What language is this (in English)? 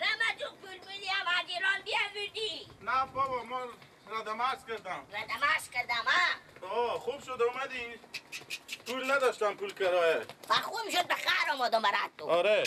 Persian